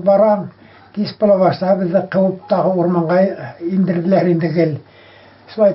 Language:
Bashkir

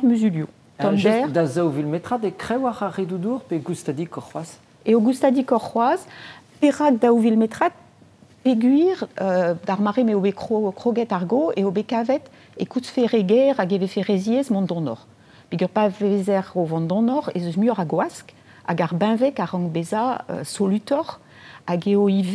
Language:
Breton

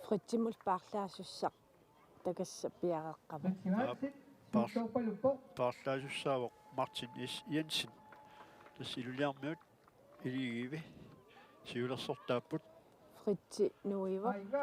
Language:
Kalaallisut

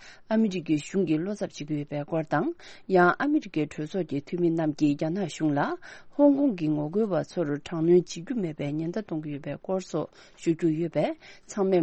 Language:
Tibetan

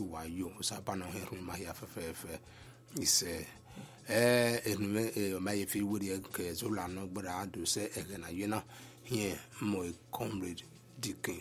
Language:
Yoruba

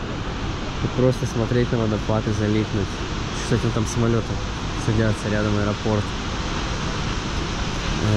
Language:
Russian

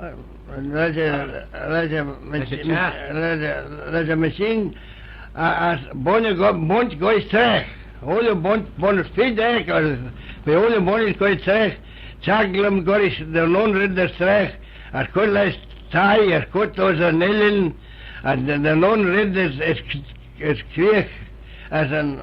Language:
Manx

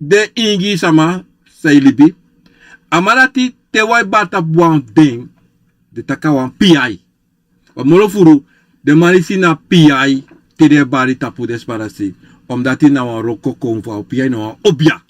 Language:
Sranan Tongo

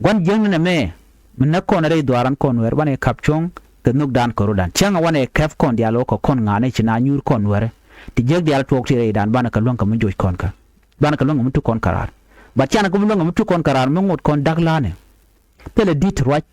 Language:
Nuer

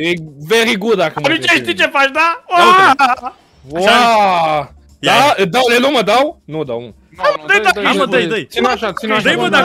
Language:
Romanian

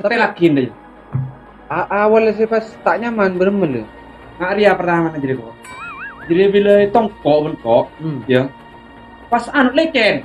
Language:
Madurese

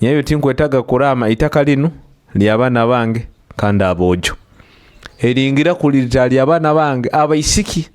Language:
Nyoro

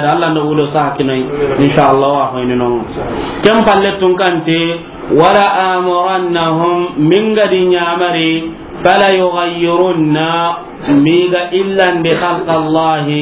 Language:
Soninke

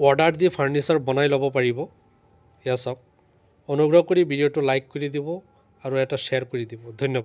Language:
Assamese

